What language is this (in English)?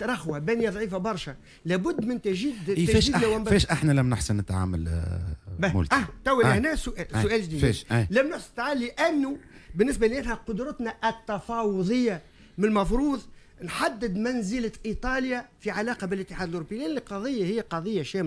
Tunisian Arabic